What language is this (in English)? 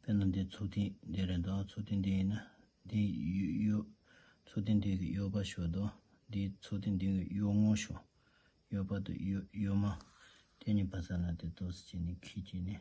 Tibetan